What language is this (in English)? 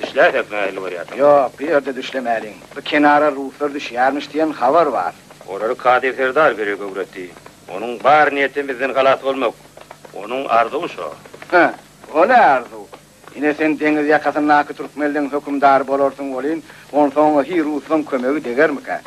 Turkmen